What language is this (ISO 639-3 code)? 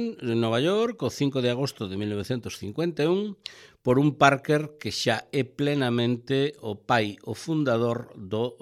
glg